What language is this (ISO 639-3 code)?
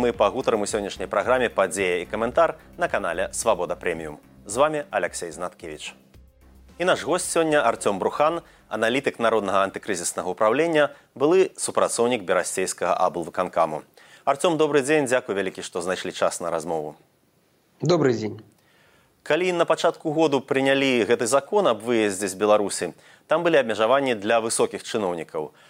bel